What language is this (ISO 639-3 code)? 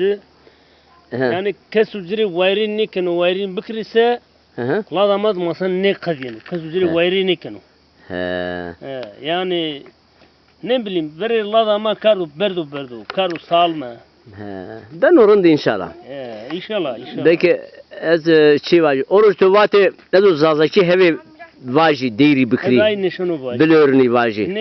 zza